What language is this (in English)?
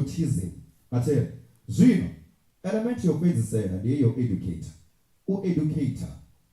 Venda